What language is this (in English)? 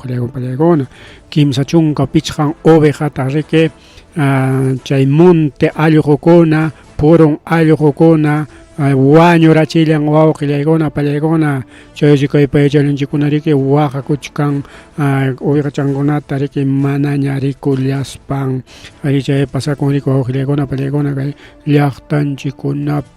Ayacucho Quechua